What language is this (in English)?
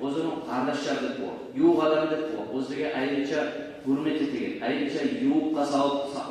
Kumyk